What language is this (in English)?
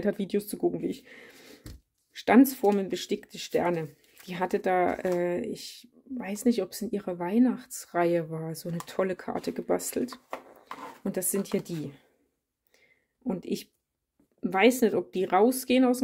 German